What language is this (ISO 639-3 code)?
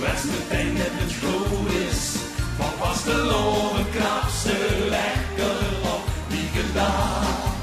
lim